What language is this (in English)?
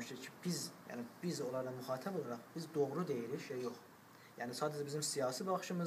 South Azerbaijani